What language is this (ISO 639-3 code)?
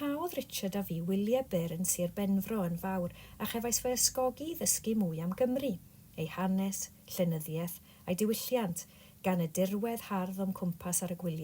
cym